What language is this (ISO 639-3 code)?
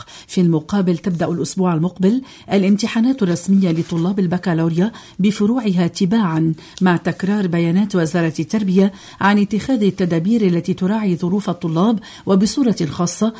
ara